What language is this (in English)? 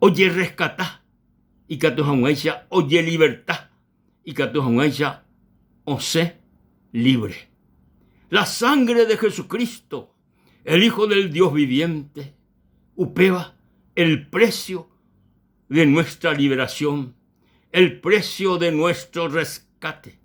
Guarani